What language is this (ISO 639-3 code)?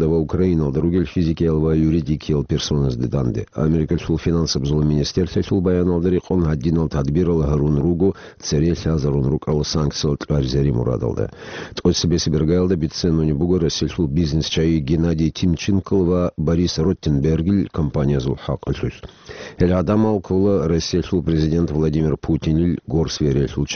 ava